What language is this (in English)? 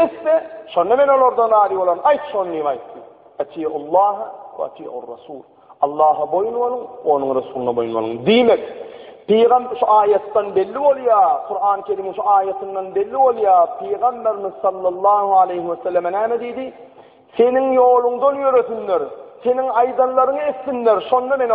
Turkmen